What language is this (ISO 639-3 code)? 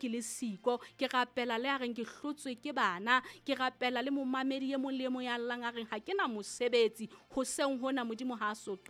sot